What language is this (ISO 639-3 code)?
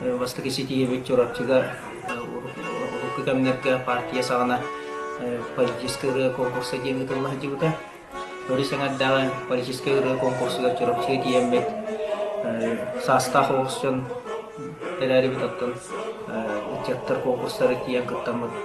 sah